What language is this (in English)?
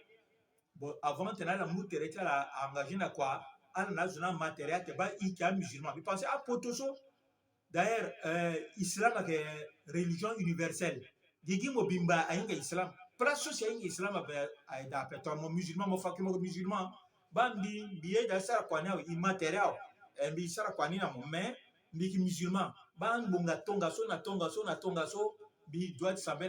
Sango